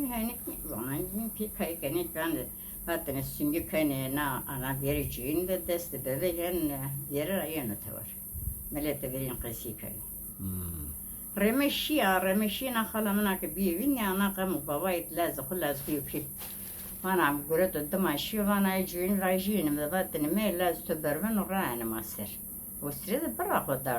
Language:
Zaza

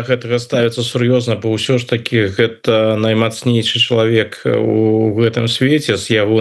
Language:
Belarusian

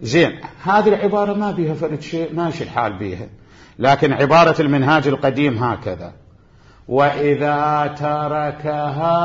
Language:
Mesopotamian Arabic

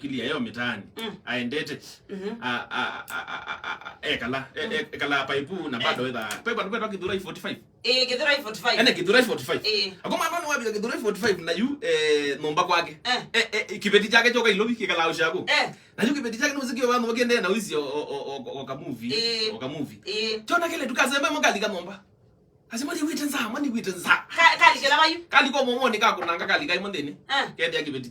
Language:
Kamba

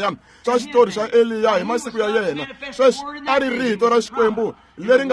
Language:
Tsonga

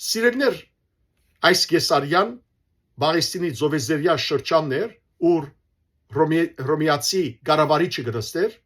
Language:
Western Armenian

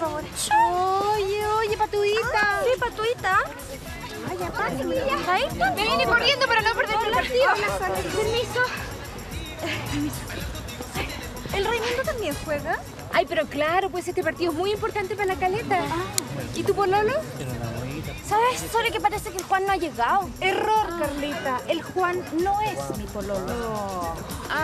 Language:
Spanish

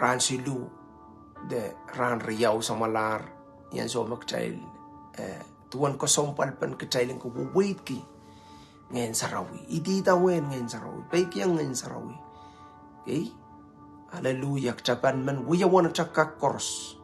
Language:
Pohnpeian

